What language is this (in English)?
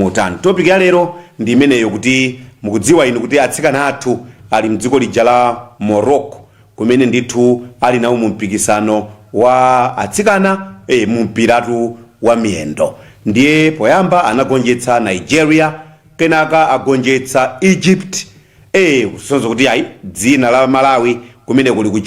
Nyanja